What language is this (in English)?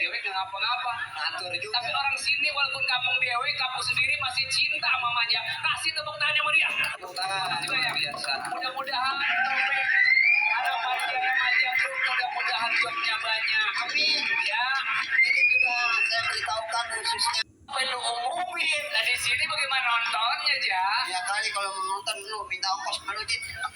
Betawi